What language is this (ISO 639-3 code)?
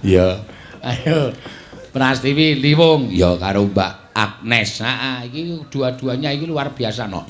jav